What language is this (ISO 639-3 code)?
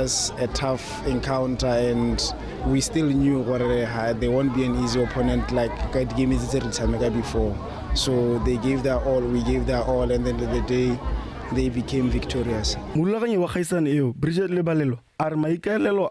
tsn